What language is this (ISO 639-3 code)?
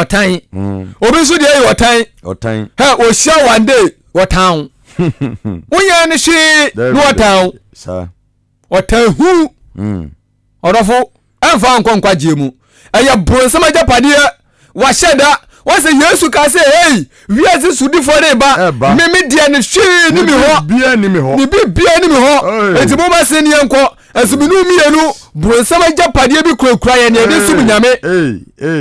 aka